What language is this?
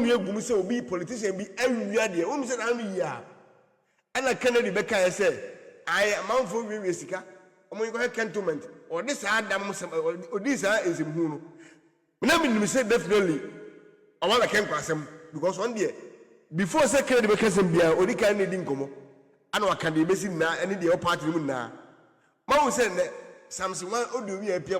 Akan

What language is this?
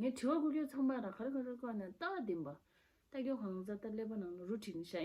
Tibetan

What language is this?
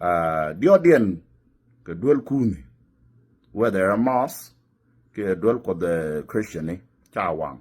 Nuer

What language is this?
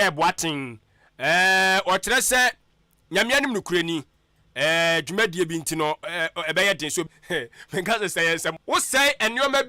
Akan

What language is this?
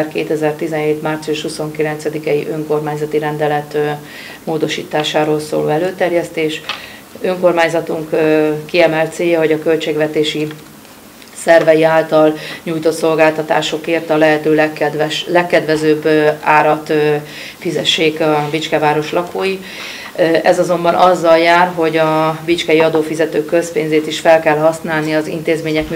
Hungarian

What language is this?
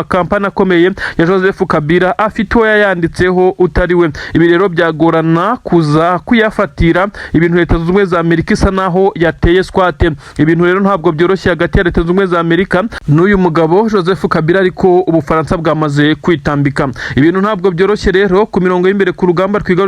Kinyarwanda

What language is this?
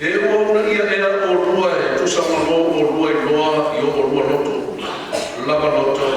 Samoan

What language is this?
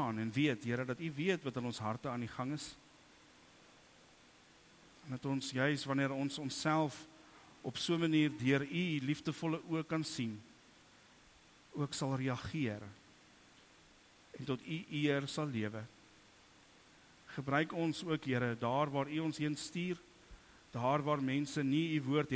Afrikaans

